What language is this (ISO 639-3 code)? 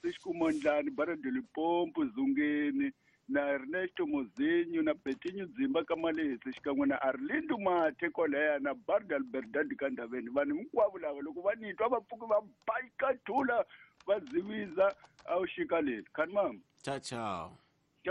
tso